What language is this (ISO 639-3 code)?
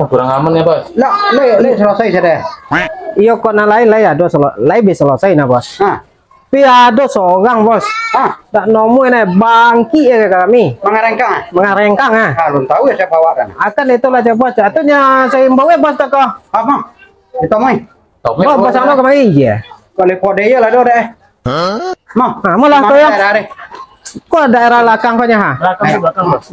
min